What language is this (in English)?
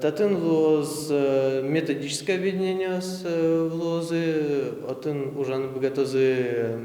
Udmurt